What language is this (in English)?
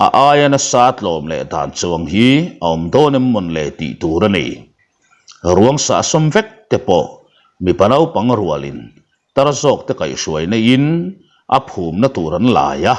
Mizo